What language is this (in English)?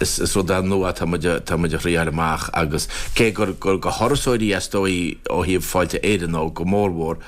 Irish